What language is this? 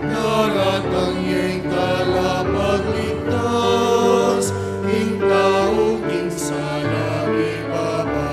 Pampanga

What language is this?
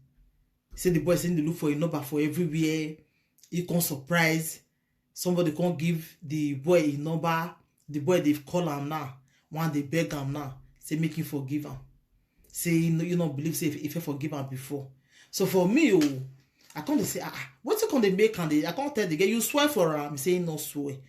Nigerian Pidgin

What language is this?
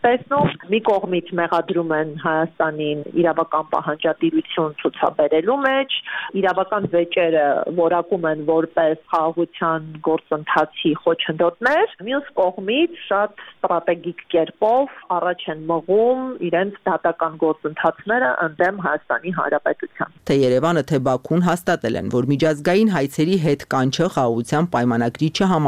Armenian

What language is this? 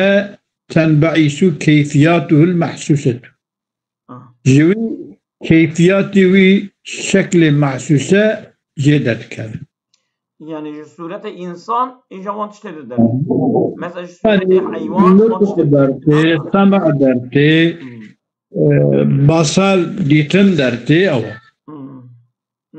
Kurdish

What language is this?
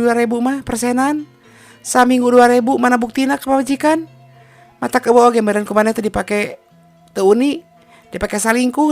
Sundanese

